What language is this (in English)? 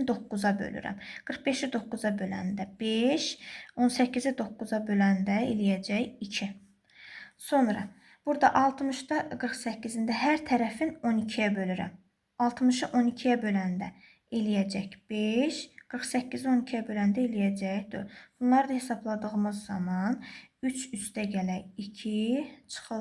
Azerbaijani